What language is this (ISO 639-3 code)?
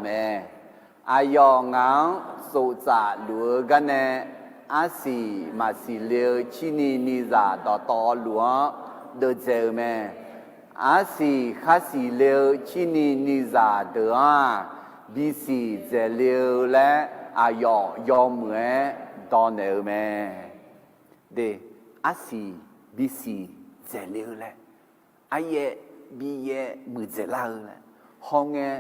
ahk